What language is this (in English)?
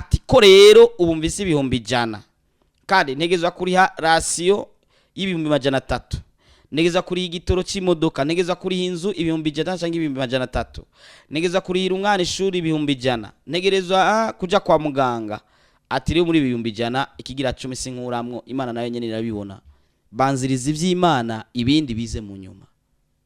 Rundi